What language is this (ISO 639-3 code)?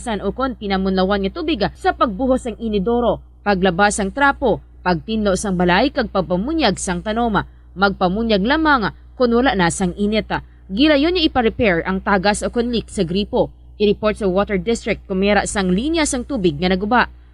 hil